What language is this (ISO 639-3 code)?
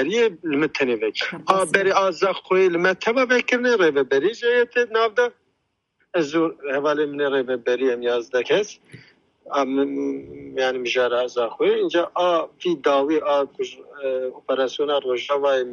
kur